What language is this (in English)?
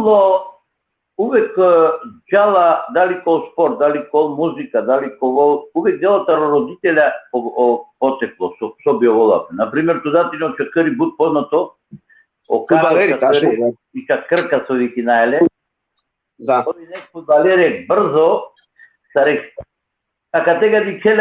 Balkan Romani